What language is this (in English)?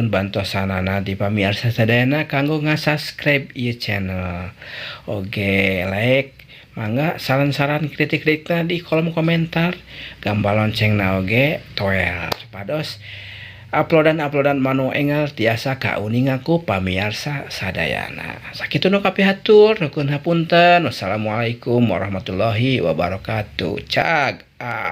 Sundanese